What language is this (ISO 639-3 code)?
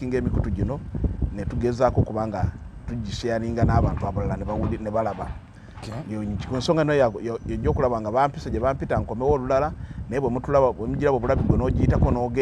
lug